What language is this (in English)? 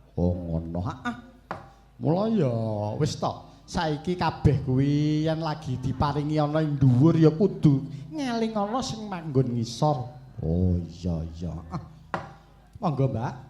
Javanese